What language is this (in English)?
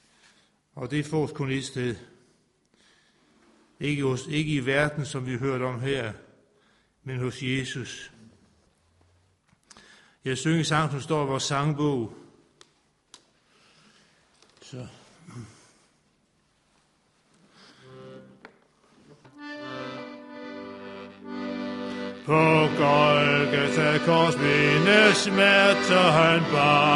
Danish